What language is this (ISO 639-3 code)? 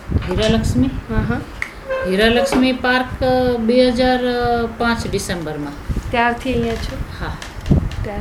guj